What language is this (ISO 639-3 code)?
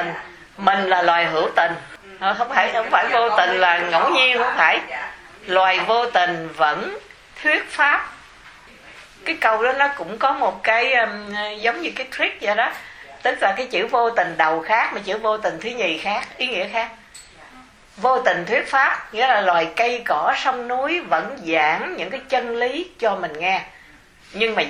vie